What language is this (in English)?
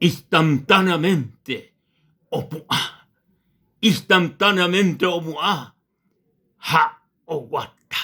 Guarani